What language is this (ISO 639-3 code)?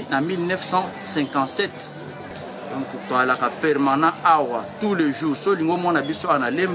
lin